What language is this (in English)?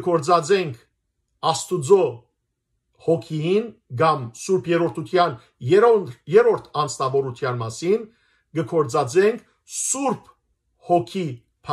Western Armenian